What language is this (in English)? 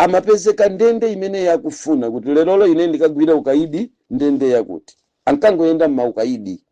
Nyanja